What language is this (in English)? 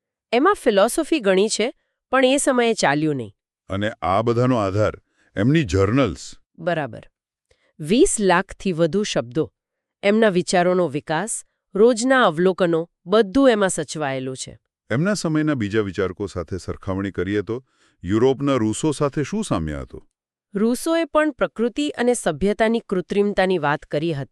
Gujarati